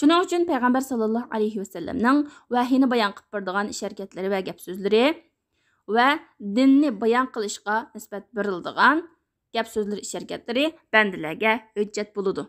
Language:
Uyghur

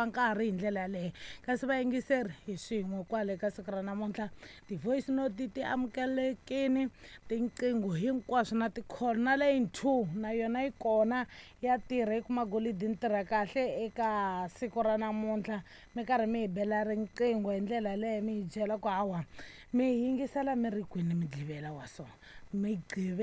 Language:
Tsonga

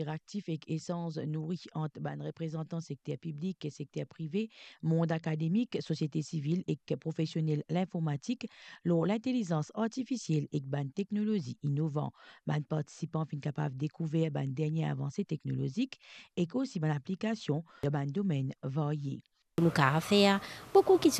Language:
Morisyen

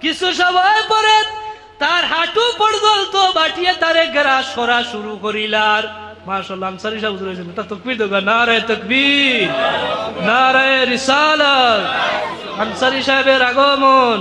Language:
Sylheti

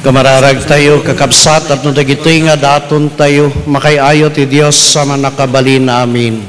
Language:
Iloko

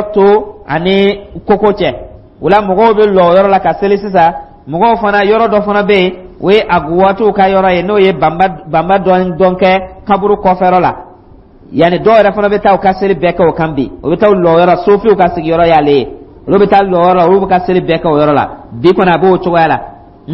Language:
Dyula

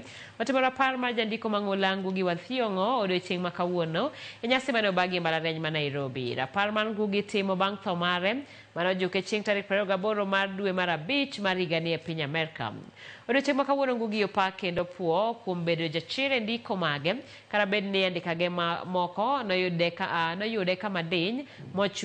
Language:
Luo (Kenya and Tanzania)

